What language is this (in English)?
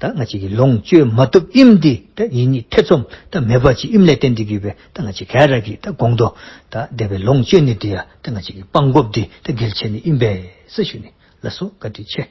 Dzongkha